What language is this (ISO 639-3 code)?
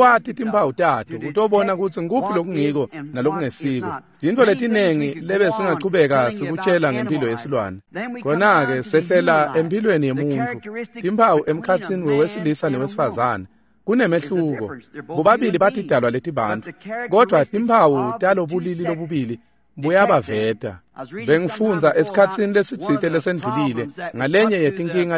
ssw